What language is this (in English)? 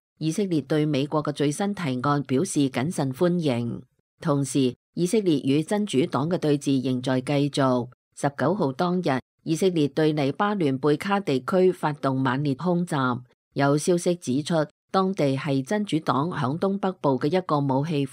Cantonese